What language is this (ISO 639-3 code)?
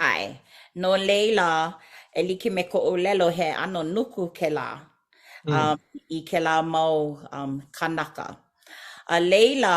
haw